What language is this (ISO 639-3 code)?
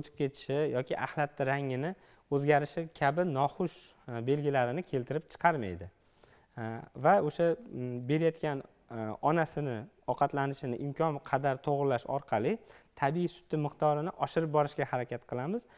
uzb